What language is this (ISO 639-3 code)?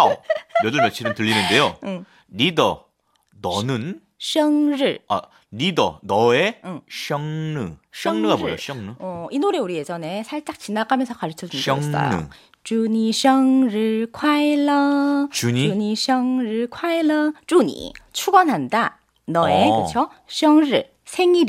kor